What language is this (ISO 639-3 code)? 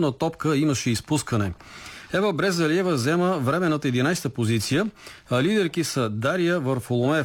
bul